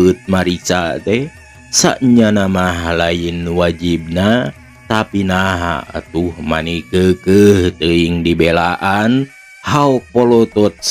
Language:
Sundanese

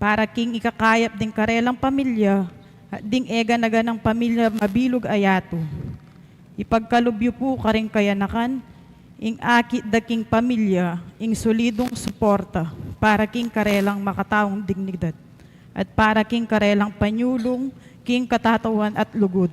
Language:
Pampanga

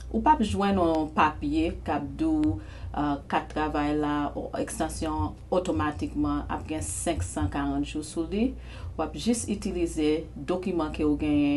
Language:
Haitian Creole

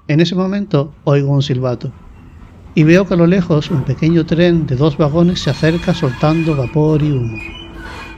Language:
Spanish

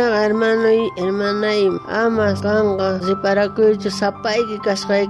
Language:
South Bolivian Quechua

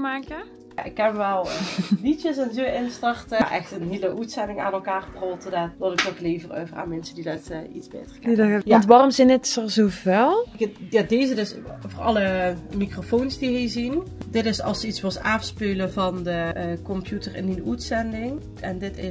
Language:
Limburgish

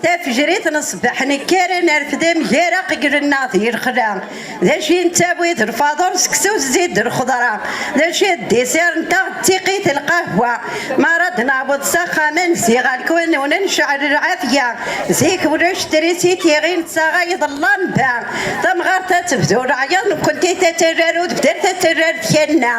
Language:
Kabyle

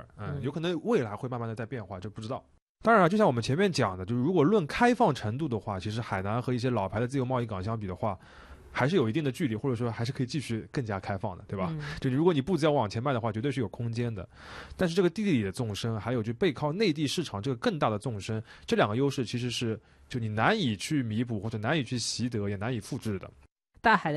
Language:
Chinese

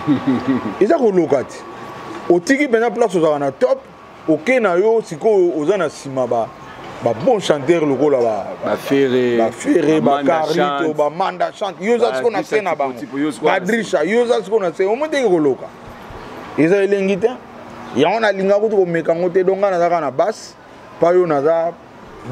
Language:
Lingala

